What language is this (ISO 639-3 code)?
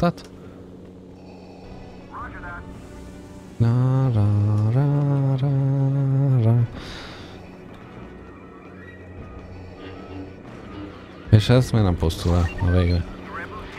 hun